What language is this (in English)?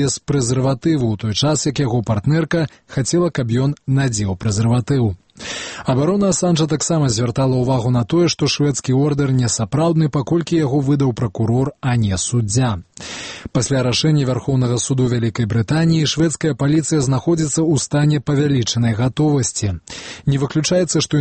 Belarusian